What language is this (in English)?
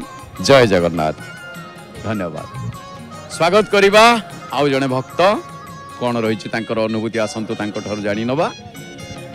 Odia